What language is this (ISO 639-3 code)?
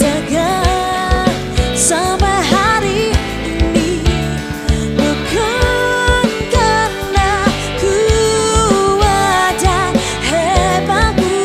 nia